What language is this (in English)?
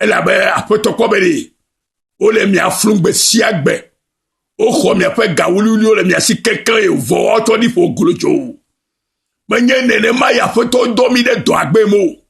Ewe